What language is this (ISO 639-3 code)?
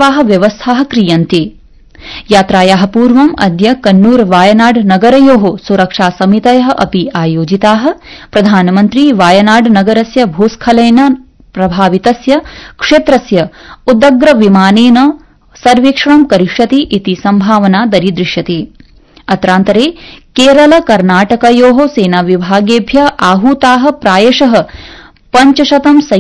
san